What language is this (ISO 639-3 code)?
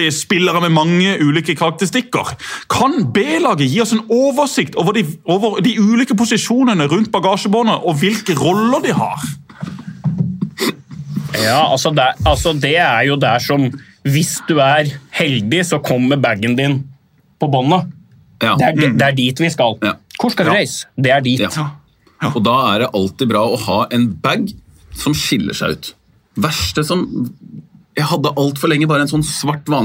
nor